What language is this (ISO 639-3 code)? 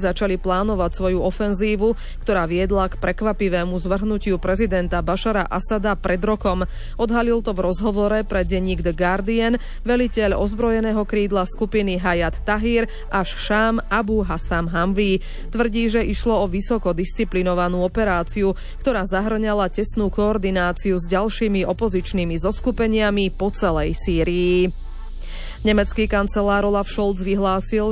slk